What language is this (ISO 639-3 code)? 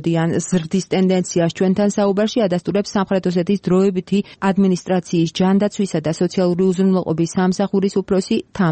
kat